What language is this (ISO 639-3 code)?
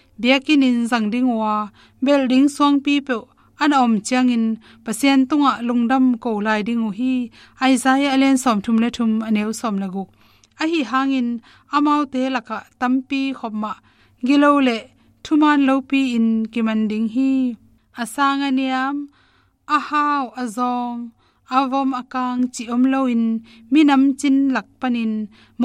ctd